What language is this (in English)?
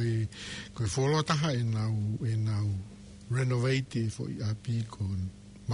Tongan